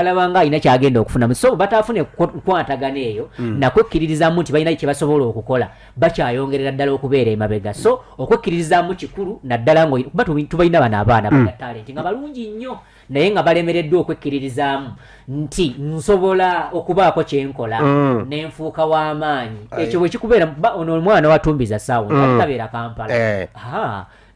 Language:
Ganda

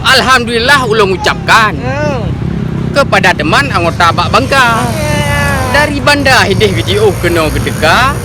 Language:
Achinese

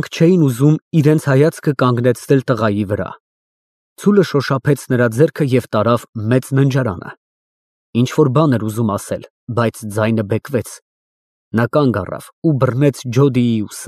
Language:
Armenian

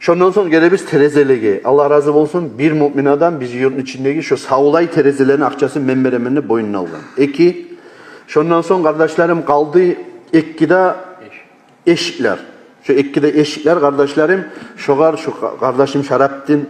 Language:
Kumyk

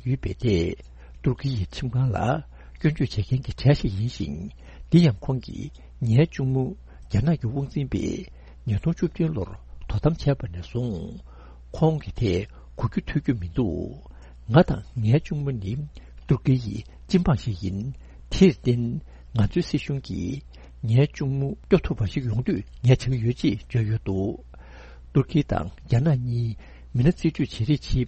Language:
Tibetan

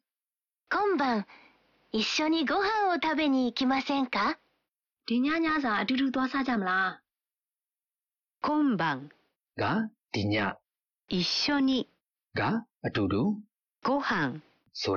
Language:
Burmese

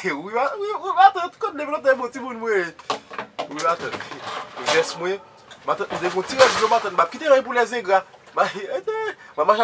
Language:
Haitian Creole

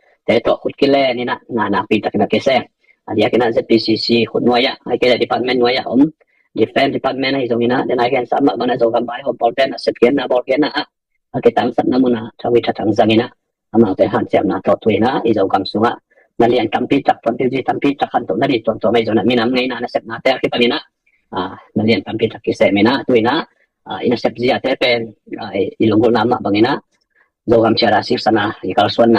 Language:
Tedim Chin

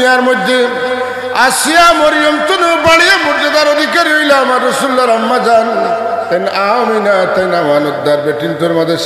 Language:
Sylheti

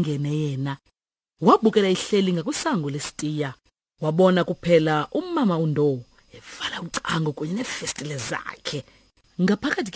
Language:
Xhosa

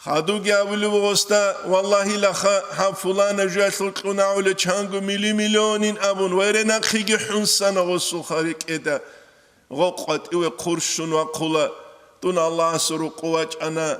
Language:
Avaric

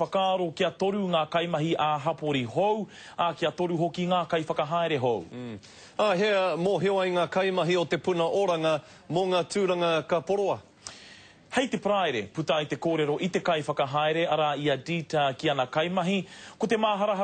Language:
Māori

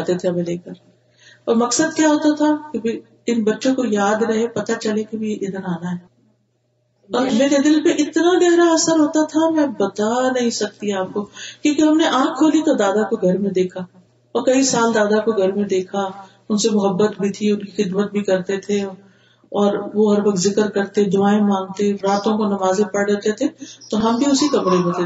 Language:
Urdu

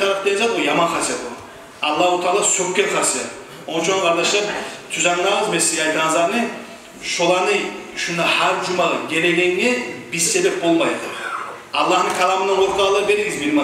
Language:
Kumyk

